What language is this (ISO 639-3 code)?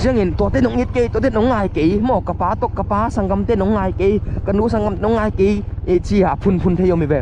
ctd